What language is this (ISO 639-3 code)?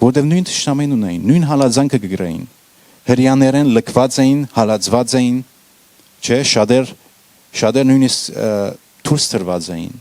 hyw